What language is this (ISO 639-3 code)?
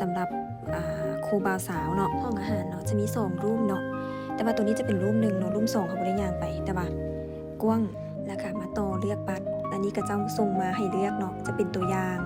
lao